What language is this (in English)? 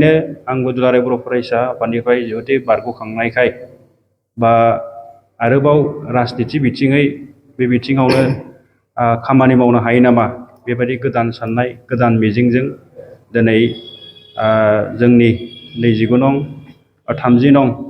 Bodo